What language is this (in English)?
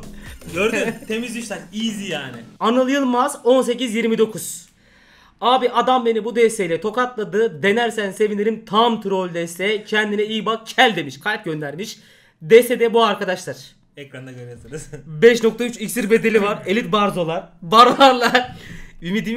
Turkish